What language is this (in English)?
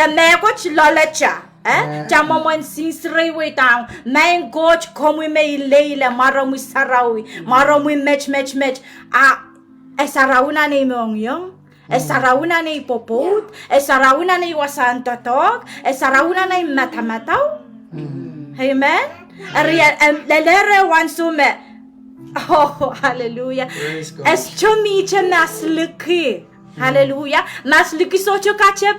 Pohnpeian